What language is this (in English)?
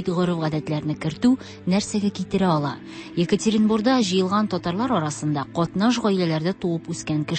Tatar